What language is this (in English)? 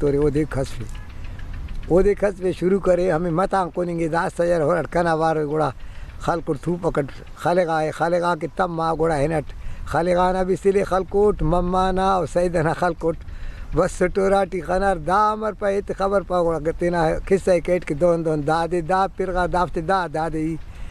Brahui